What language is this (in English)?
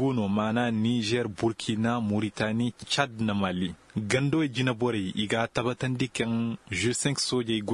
Koyraboro Senni